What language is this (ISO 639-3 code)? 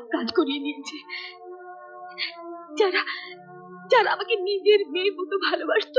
ben